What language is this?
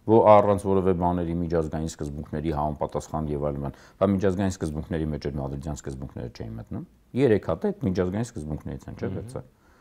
Armenian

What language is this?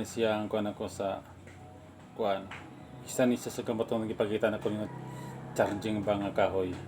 Cebuano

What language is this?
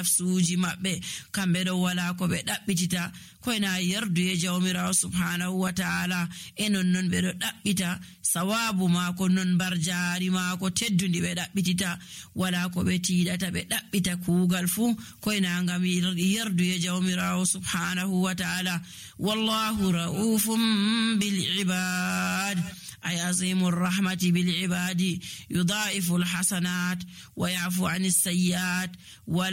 Nigerian Fulfulde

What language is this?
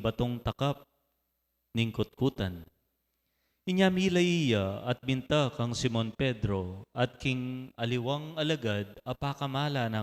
Pampanga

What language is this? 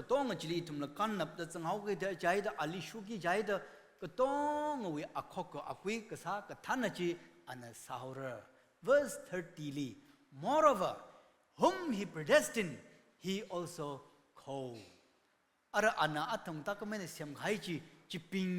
Tangkhul Naga (India)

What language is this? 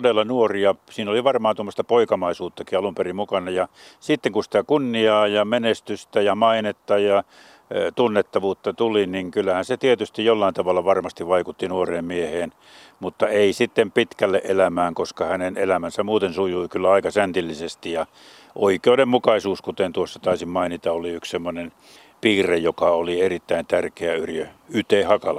Finnish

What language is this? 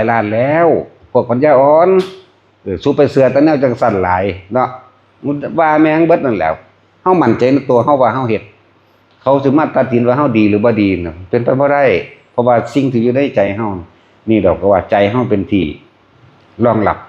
Lao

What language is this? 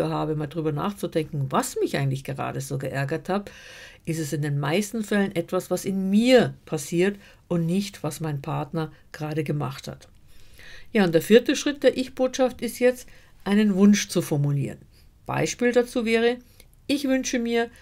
German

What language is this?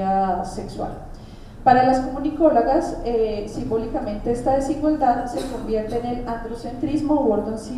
Spanish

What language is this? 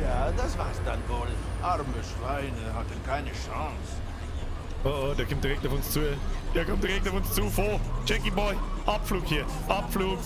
Bavarian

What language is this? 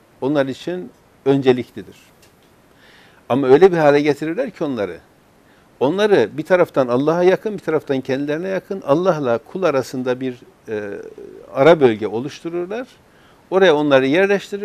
Turkish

